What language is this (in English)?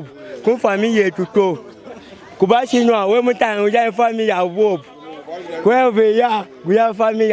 Luba-Lulua